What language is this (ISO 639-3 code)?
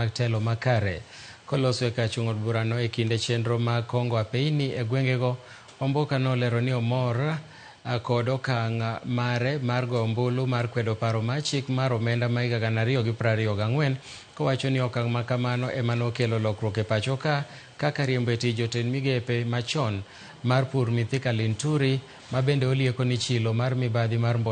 luo